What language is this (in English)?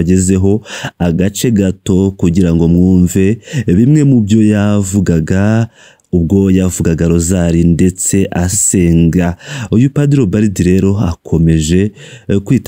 Kinyarwanda